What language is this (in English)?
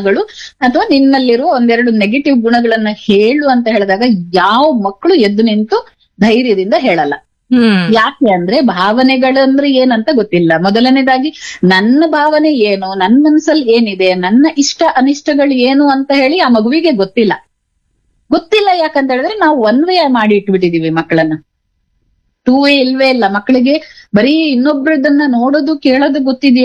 Kannada